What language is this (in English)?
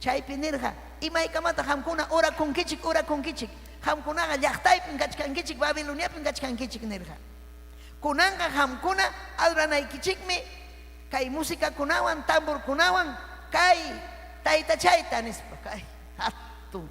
Ayacucho Quechua